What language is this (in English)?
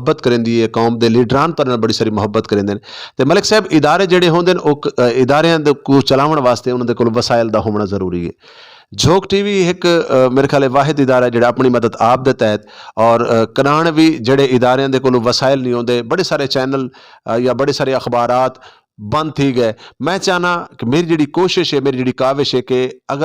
Saraiki